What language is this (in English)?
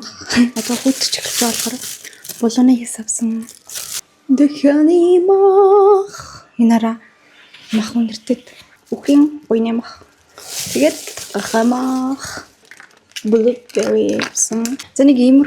Mongolian